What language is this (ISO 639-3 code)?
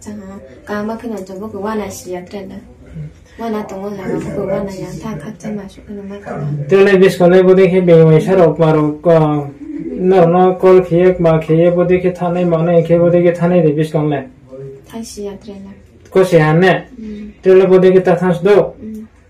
ria